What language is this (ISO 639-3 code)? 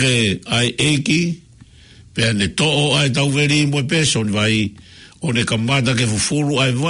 ton